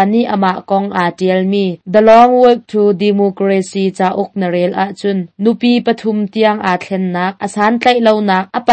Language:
Hakha Chin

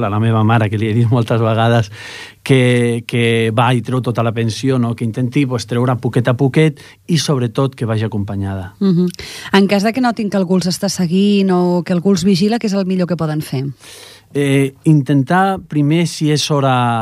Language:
Catalan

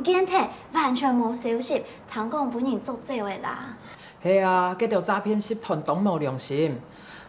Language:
Hakka Chinese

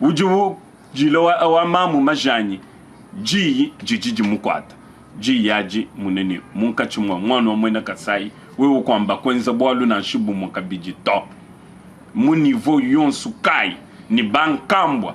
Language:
Luba-Lulua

